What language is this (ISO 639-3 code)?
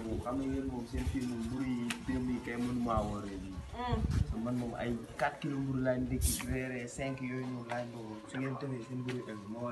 wol